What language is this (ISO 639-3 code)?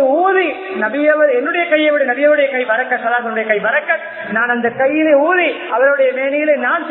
tam